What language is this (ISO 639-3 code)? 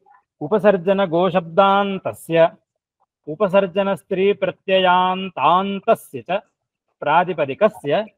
san